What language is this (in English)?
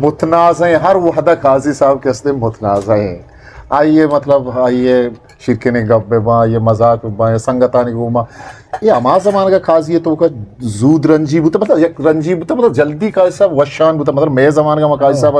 Eastern Balochi